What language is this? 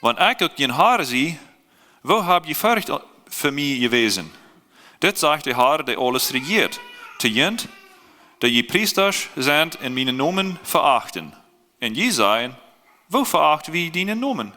Plautdietsch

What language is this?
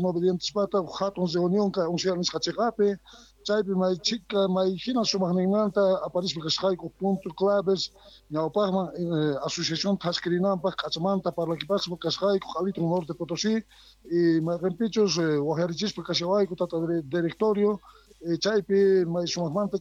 South Bolivian Quechua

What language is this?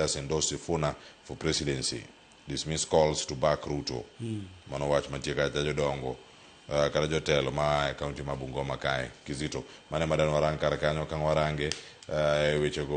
Luo (Kenya and Tanzania)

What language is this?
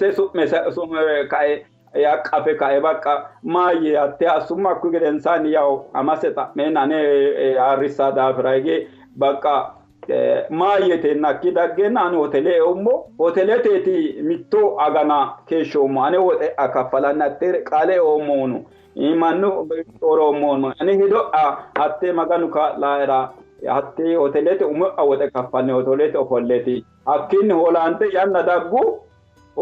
Sidamo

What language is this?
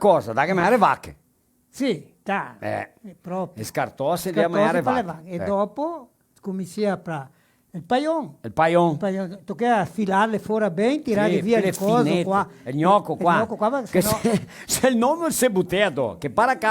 Venetian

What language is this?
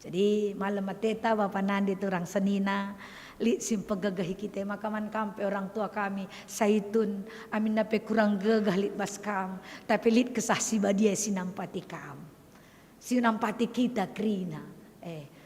Batak Karo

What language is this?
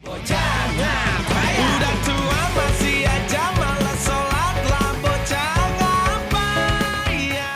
Betawi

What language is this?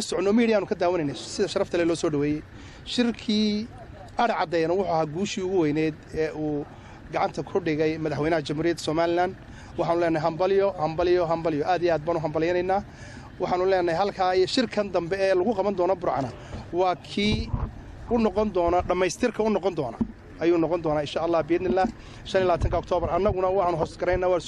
Somali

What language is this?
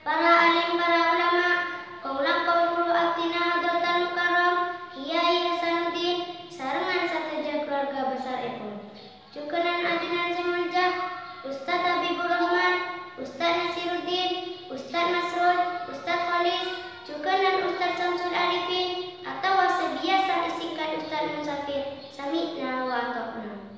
Madurese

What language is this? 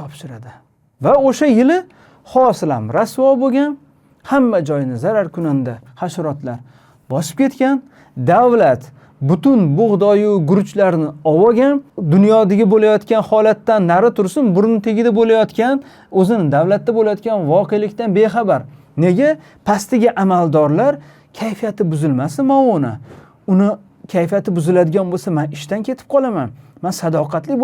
Uzbek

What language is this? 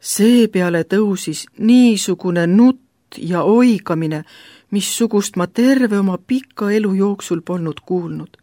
Estonian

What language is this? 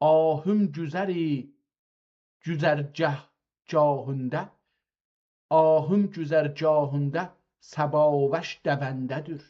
South Azerbaijani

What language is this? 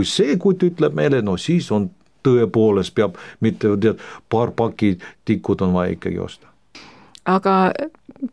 Estonian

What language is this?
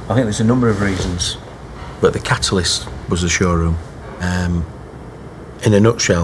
English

